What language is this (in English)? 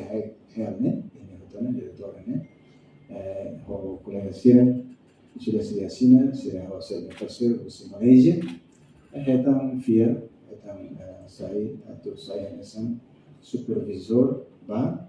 Tetum